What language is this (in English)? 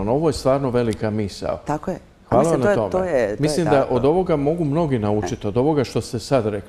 Croatian